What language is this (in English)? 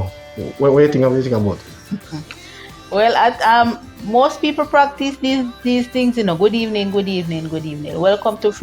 Jamaican Creole English